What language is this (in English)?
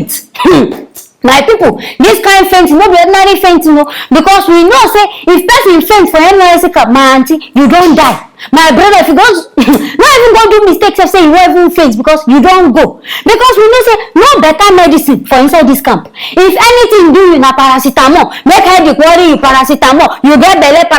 Nigerian Pidgin